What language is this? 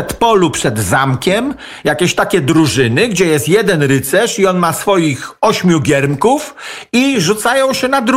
Polish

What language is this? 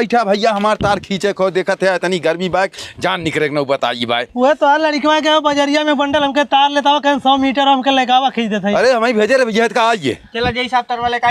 Bhojpuri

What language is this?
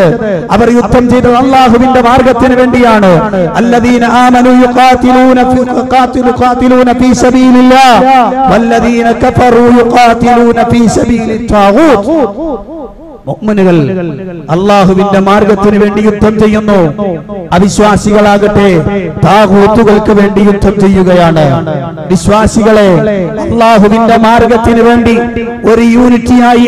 Malayalam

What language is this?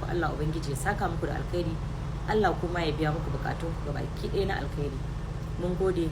Hausa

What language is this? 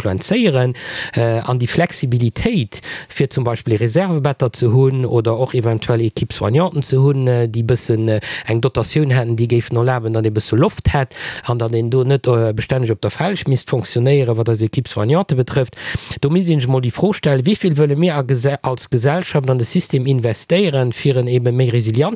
Luxembourgish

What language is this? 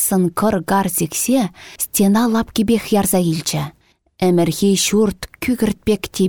Chuvash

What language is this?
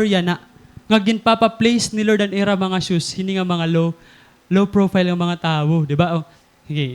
Waray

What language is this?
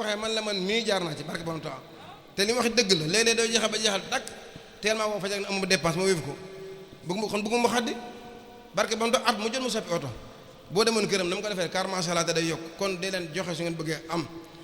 Wolof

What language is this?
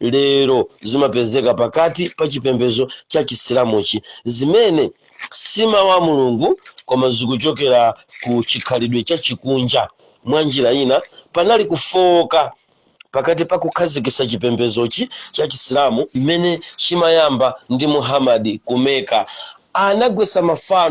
Nyanja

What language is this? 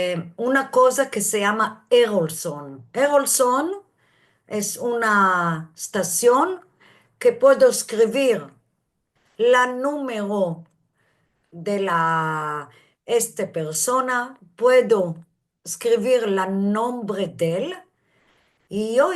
Ladino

